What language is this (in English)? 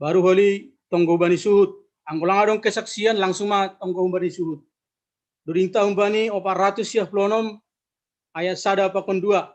Batak Simalungun